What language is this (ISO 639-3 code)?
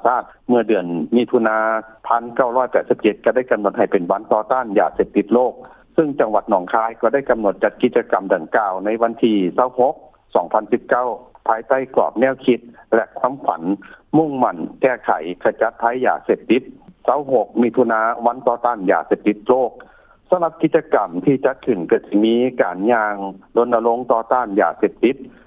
lao